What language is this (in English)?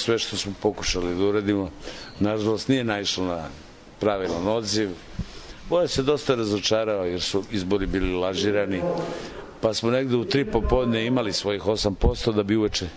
Serbian